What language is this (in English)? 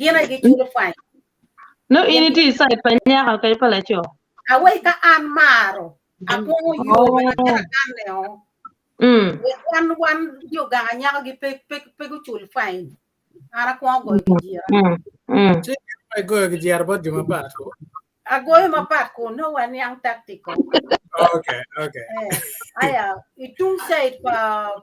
Acoli